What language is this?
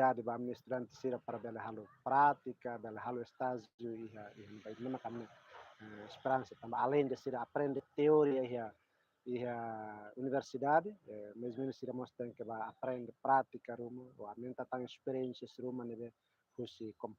Tetum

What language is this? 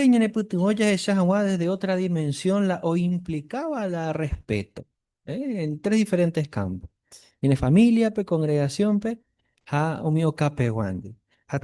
Guarani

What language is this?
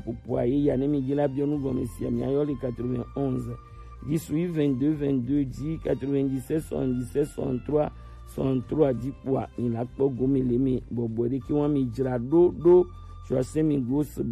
Gen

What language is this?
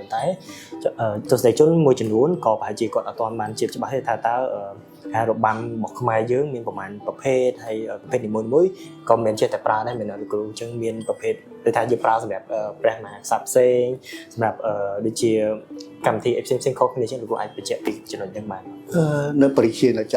Khmer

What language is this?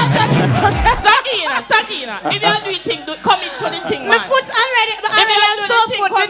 Jamaican Creole English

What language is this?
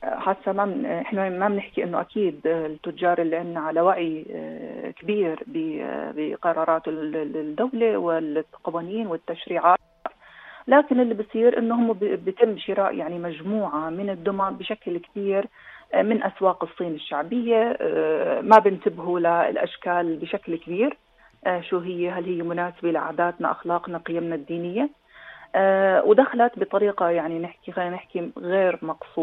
North Levantine Arabic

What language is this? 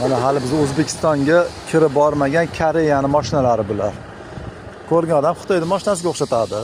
Uzbek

